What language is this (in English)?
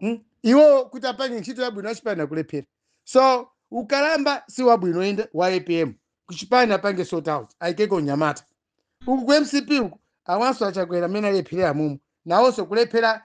Nyanja